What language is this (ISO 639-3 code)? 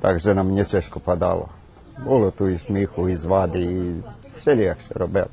rue